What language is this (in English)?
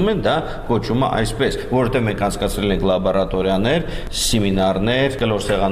Armenian